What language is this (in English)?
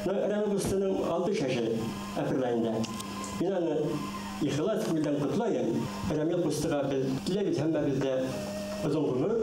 Bashkir